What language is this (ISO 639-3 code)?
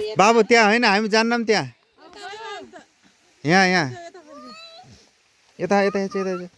nep